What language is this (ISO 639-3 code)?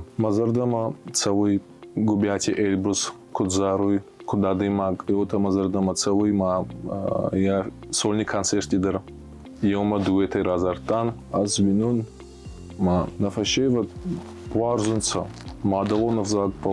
oss